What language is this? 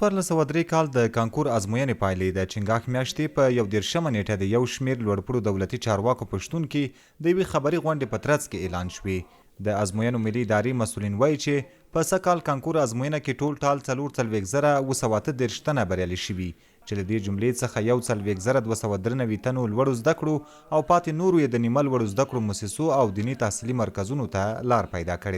Pashto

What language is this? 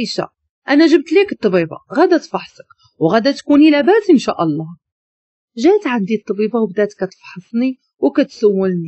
Moroccan Arabic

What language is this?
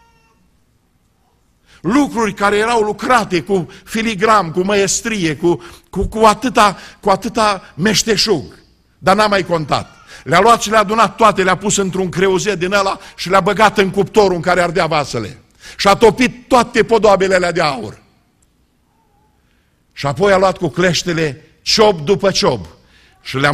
Romanian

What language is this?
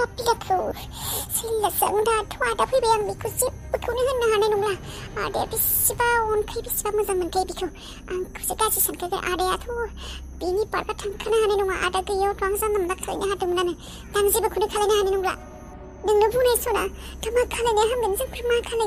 Bodo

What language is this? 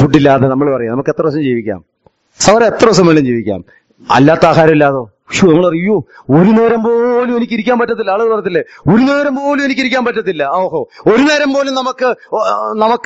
Malayalam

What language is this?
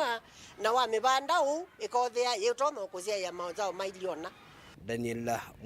Kamba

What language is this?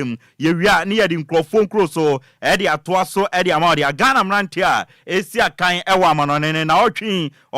Akan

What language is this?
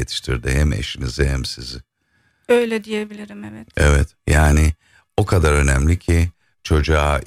Turkish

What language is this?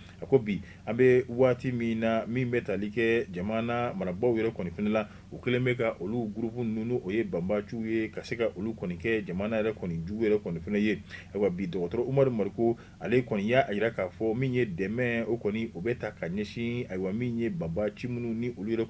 Bambara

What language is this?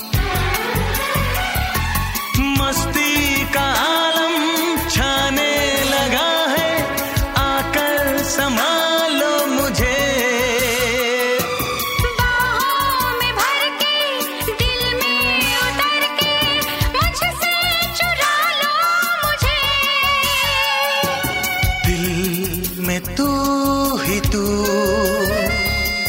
Hindi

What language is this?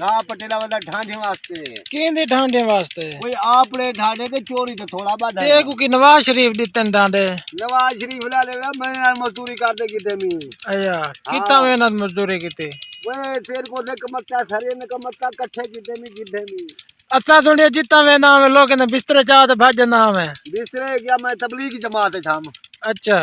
Saraiki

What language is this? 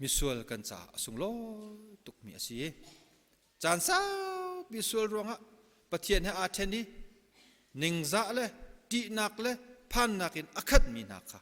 Hakha Chin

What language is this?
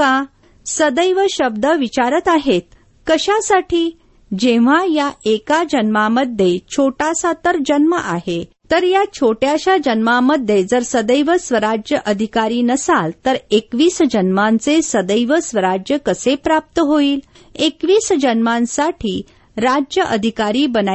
Marathi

